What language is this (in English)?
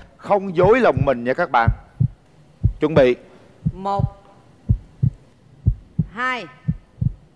Vietnamese